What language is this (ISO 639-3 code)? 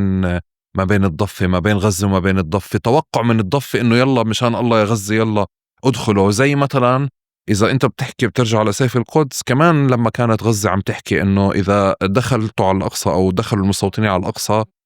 apc